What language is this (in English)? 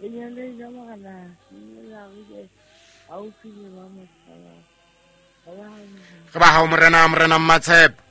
Southern Sotho